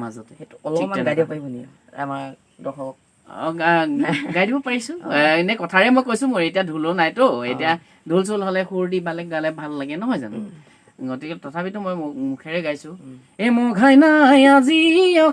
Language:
Assamese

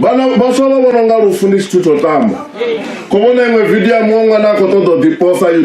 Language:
Venda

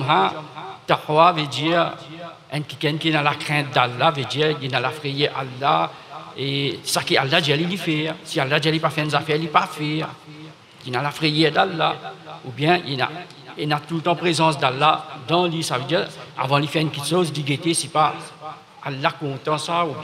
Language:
Morisyen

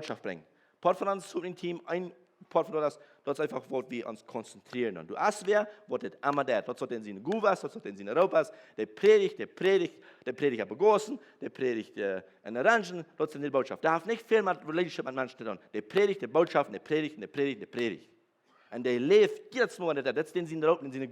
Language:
Plautdietsch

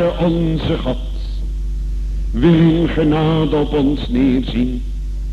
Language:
Dutch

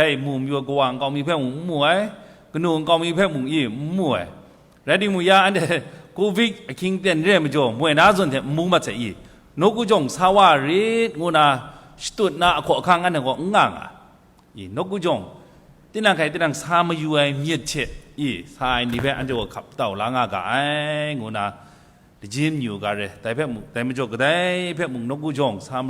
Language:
Kachin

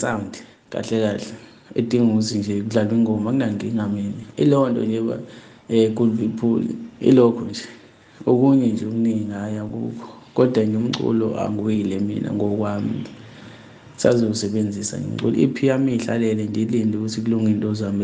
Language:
Zulu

